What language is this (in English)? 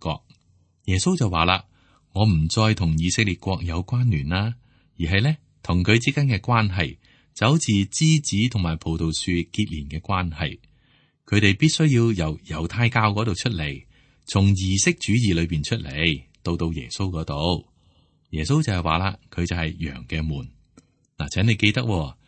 Cantonese